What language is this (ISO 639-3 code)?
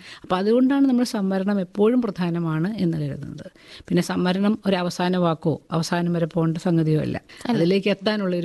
mal